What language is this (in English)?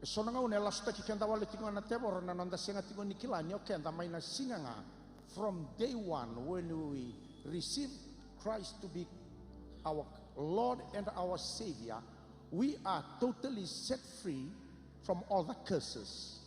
Fijian